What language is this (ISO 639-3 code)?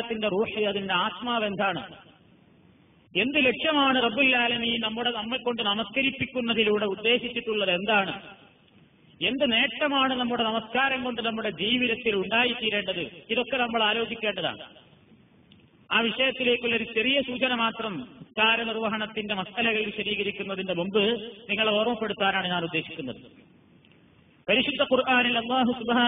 mal